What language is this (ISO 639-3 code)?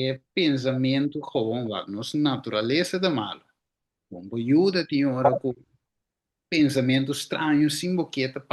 pap